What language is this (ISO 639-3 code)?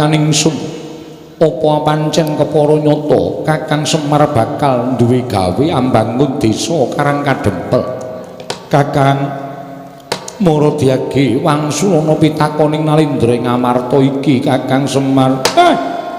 jav